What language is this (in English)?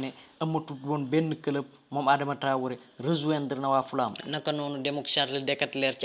Wolof